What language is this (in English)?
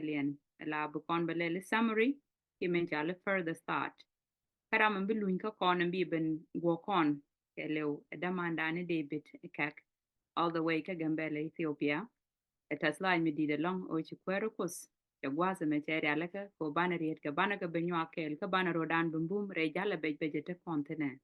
Nuer